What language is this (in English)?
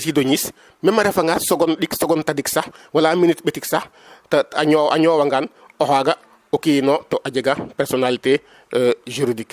Serer